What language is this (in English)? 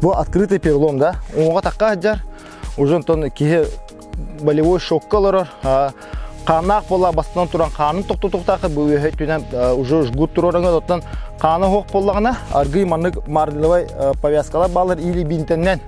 Yakut